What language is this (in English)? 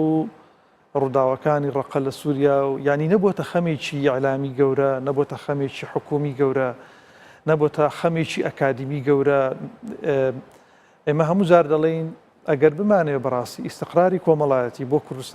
Central Kurdish